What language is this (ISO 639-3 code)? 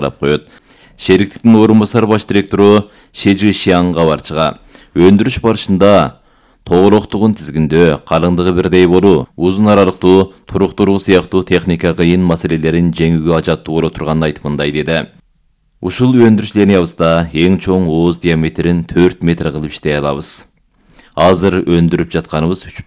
kir